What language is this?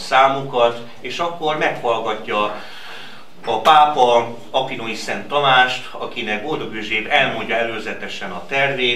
Hungarian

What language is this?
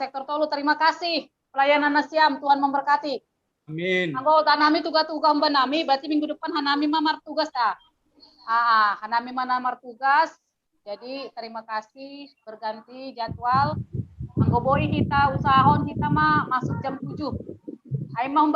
Batak Simalungun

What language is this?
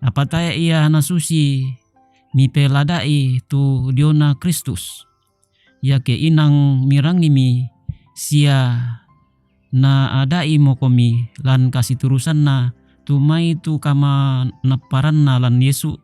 Toraja-Sa'dan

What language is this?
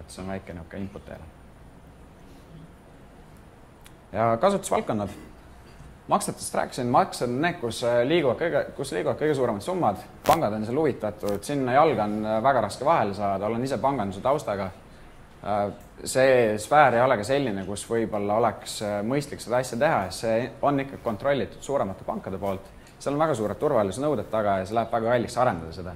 Estonian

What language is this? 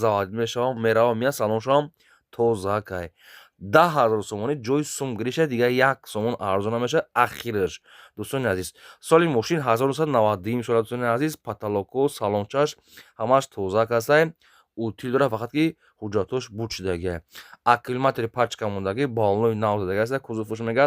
Tajik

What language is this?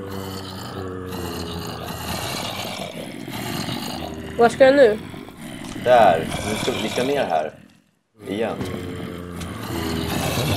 Swedish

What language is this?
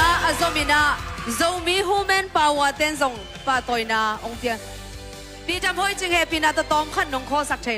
Tedim Chin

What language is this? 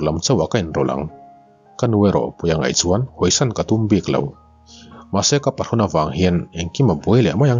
Mizo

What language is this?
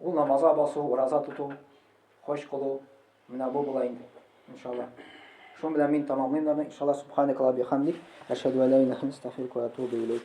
Tatar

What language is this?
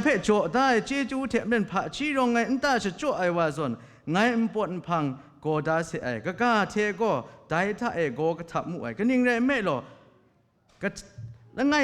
Kachin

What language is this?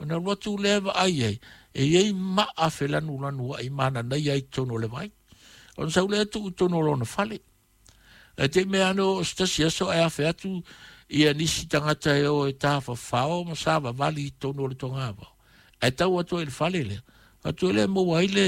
Samoan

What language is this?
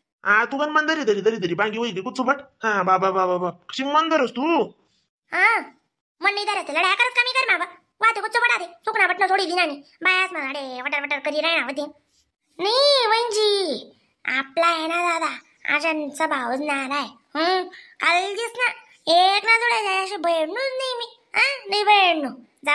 Khandesi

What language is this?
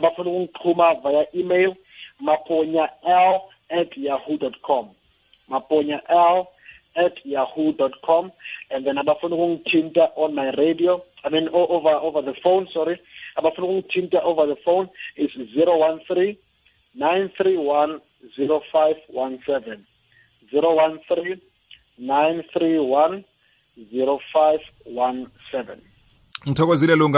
South Ndebele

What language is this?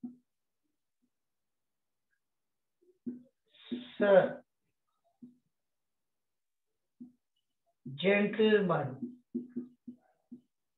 English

